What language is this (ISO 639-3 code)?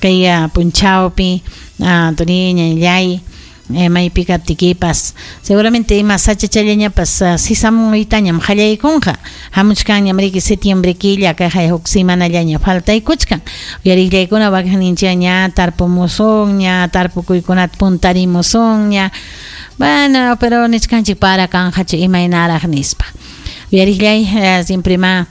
quy